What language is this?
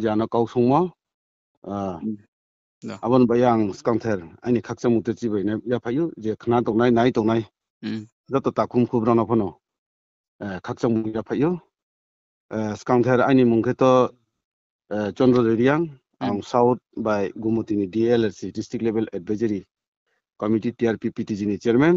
Riang (India)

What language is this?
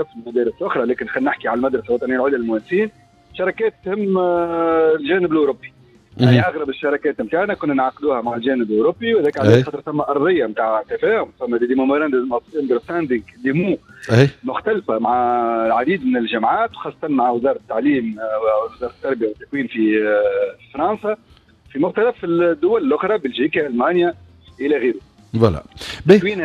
Tunisian Arabic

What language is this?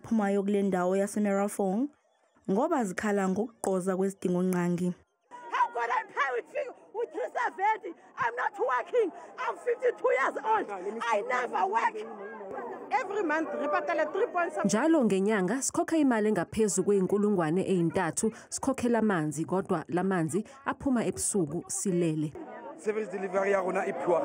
Zulu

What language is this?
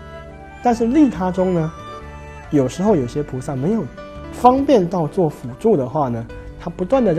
Chinese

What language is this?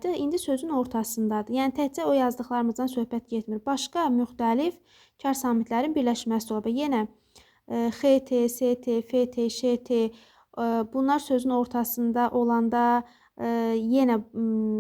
Azerbaijani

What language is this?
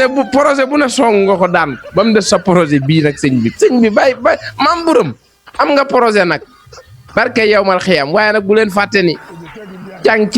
Wolof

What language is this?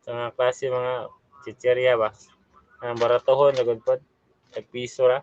Cebuano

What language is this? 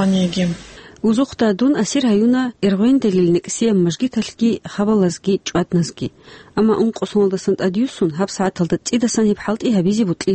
Avaric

